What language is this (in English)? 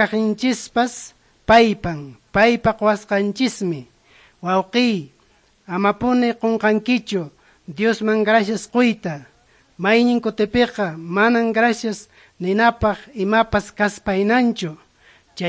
Quechua